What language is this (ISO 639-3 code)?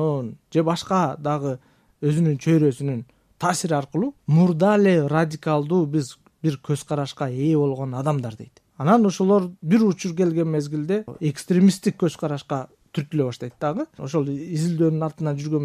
kir